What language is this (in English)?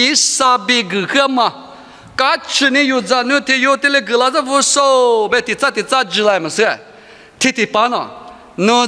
Lisu